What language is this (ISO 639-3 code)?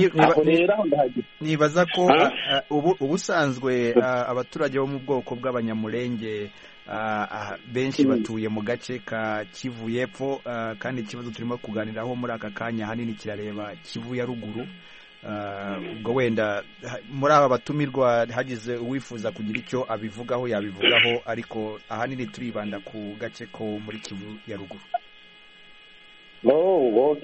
kin